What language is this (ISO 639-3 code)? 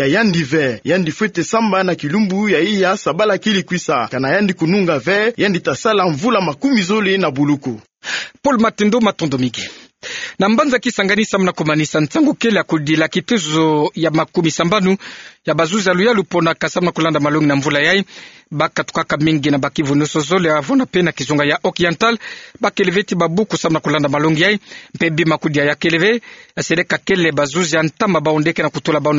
ktu